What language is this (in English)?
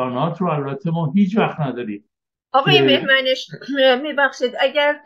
Persian